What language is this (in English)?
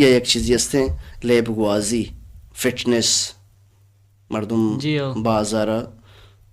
Baluchi